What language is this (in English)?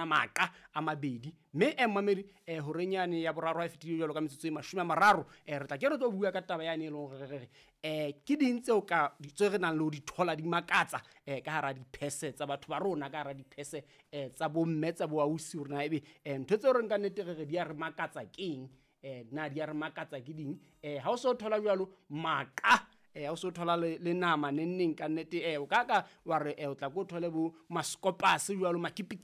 Southern Sotho